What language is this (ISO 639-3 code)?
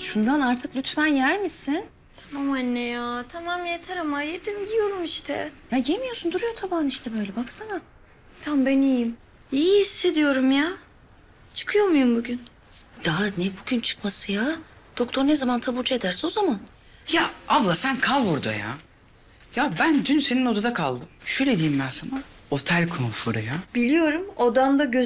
tur